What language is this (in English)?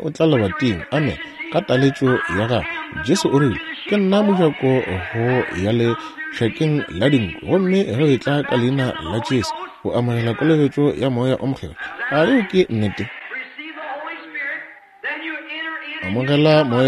Northern Sotho